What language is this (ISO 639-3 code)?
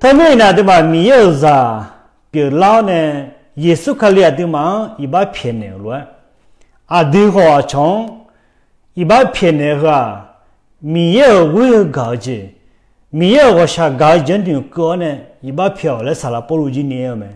ahk